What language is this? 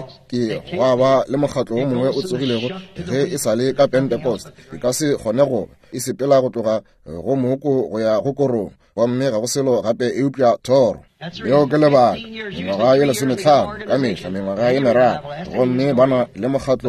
Northern Sotho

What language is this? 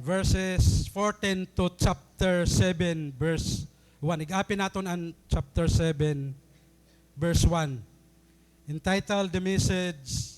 Waray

